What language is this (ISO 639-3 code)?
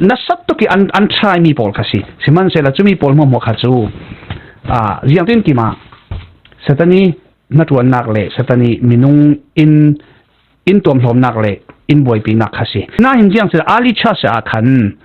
cfm